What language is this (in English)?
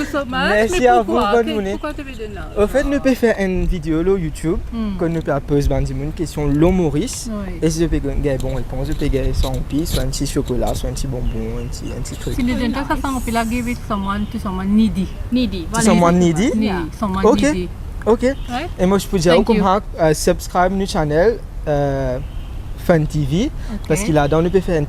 Morisyen